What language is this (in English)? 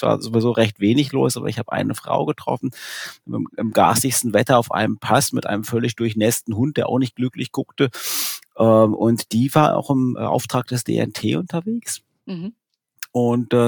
German